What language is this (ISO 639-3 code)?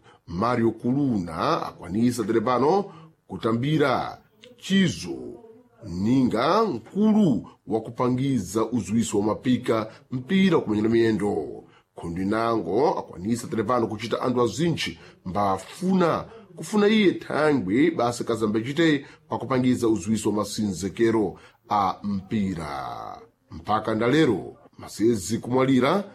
seh